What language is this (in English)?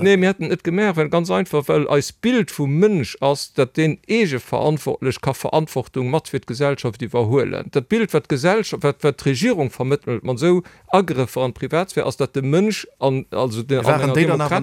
Luxembourgish